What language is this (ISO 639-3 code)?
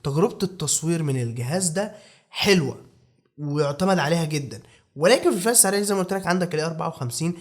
arz